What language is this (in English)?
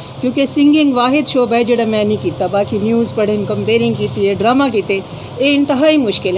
Saraiki